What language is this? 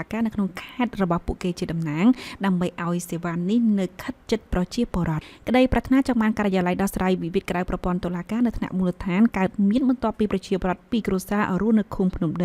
Khmer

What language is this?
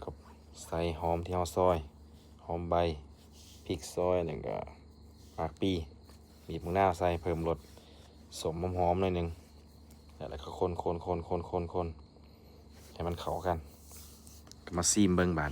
Lao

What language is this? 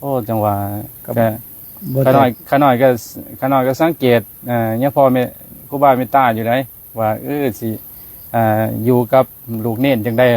Lao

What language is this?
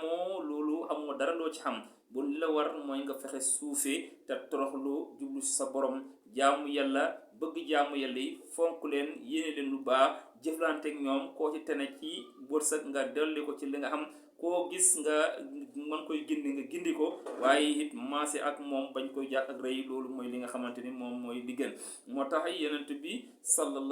Wolof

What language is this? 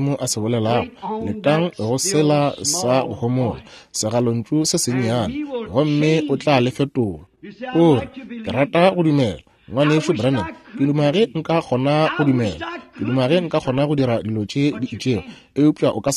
Northern Sotho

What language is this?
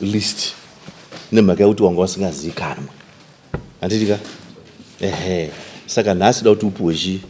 Shona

